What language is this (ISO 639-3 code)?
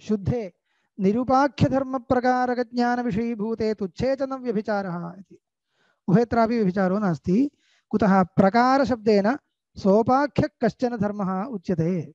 san